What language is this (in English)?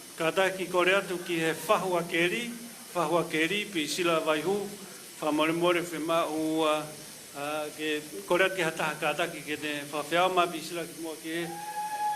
Tongan